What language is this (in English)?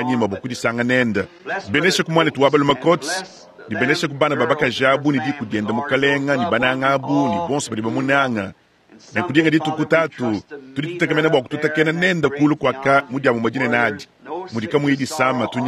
Luba-Lulua